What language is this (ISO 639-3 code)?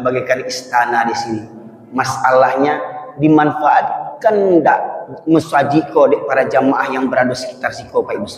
min